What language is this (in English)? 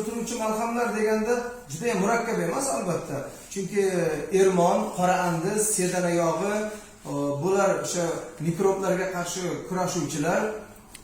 Uzbek